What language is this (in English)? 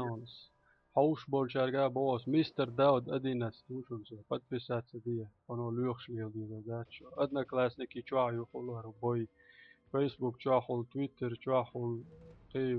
Chechen